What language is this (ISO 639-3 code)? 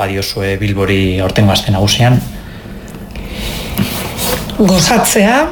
eus